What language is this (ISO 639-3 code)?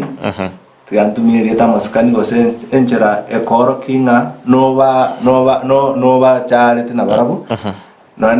guz